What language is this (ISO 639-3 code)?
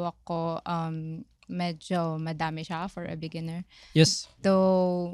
fil